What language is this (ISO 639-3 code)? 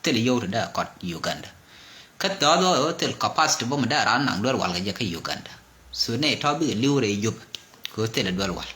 nus